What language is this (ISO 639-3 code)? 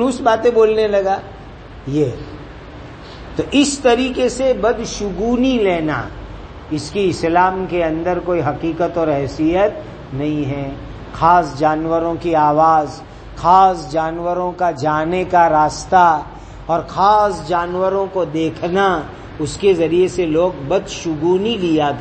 urd